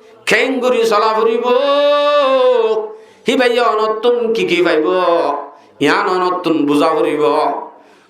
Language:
Rohingya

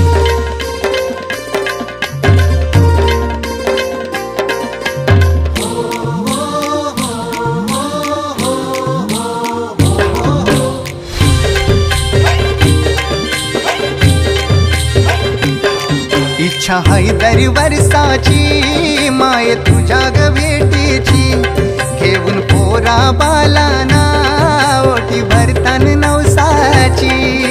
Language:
Marathi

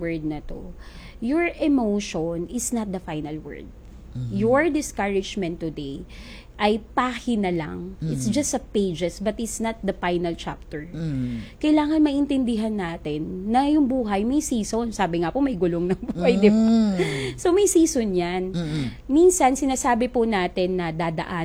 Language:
Filipino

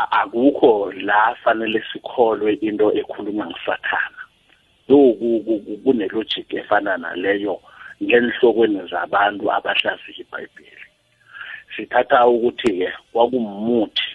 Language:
South Ndebele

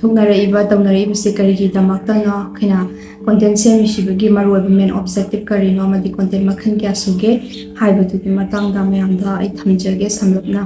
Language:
Manipuri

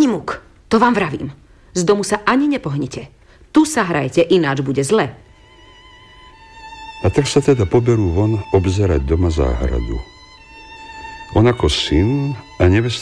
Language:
Slovak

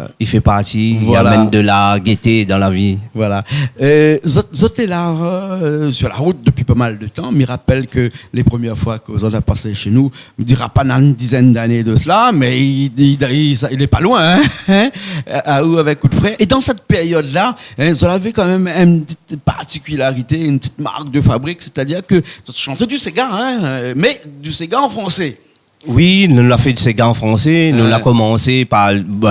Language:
Réunion Creole French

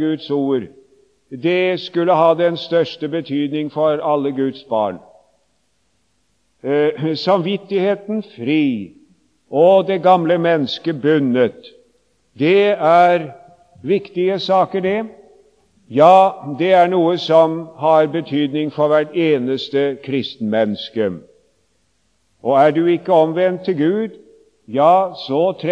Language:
Norwegian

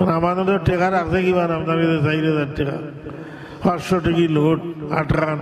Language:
Sylheti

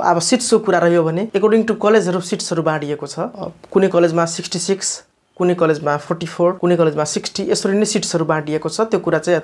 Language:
Nepali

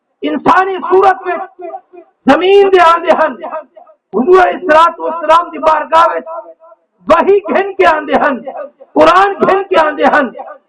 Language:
Saraiki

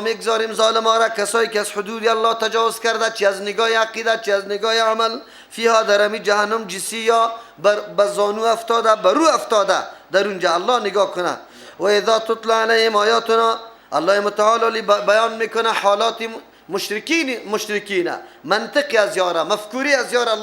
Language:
Persian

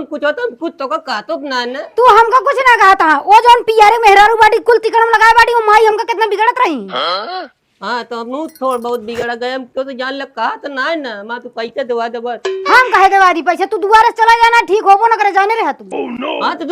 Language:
Awadhi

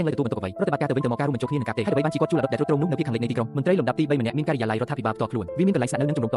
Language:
Khmer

